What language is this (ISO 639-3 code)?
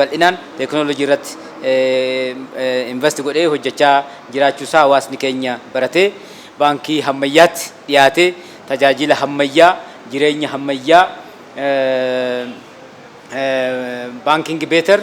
orm